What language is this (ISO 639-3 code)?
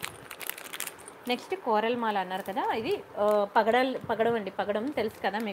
tel